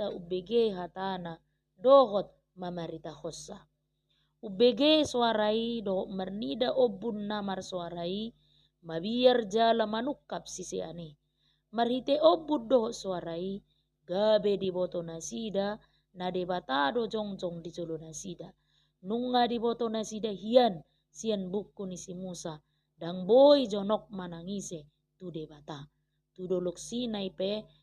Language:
Batak Toba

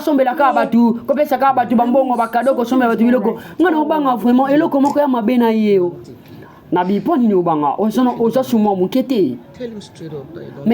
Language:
Lingala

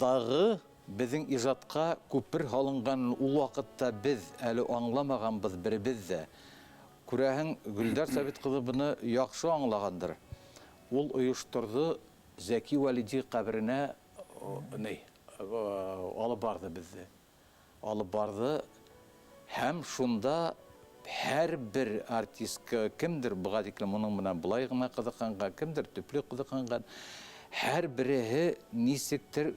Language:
Bashkir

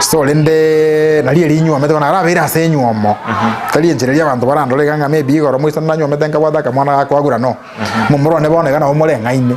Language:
Gusii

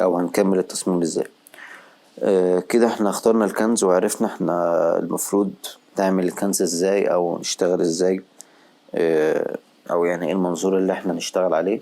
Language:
Egyptian Arabic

